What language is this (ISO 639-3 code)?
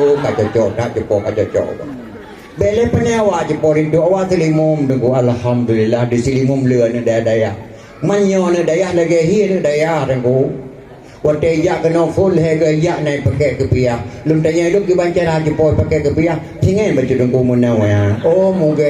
ace